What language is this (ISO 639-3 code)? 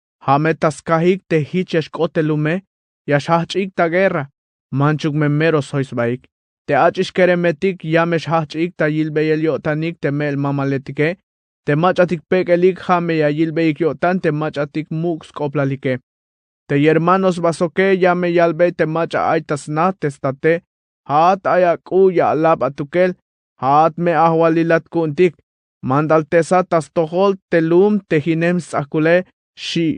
tzh